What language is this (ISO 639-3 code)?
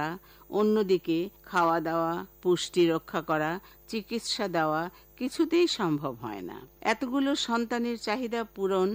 ben